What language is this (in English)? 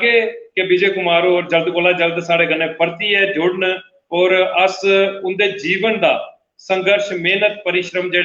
Dogri